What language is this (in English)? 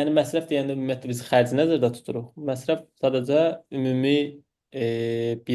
Azerbaijani